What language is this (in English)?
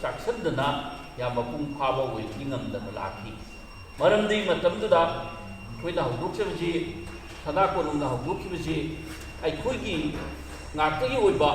Manipuri